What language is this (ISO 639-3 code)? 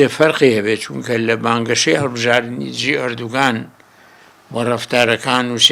ckb